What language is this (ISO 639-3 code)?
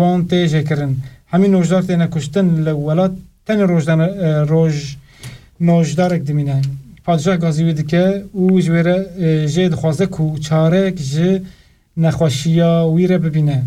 kur